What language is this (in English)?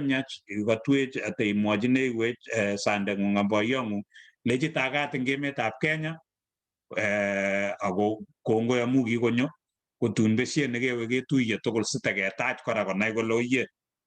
Kalenjin